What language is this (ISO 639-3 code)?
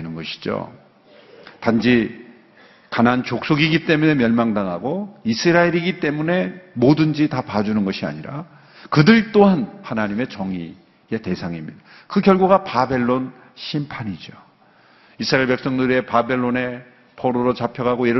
kor